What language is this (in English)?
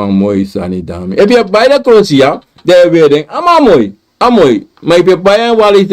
Sranan Tongo